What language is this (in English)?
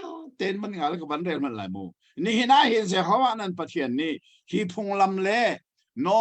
Hakha Chin